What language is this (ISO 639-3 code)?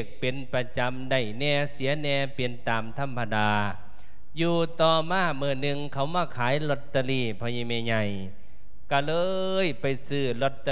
lao